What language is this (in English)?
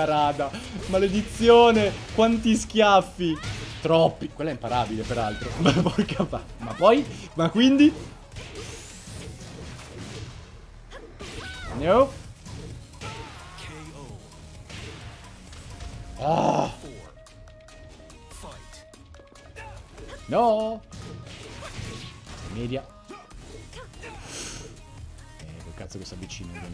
Italian